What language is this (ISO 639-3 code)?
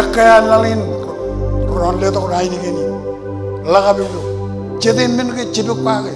mah